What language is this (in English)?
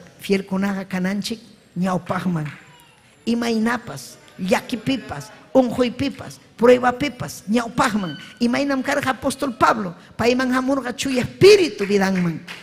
Ayacucho Quechua